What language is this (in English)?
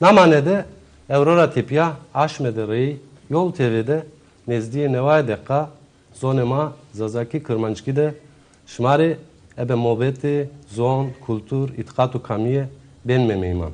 Zaza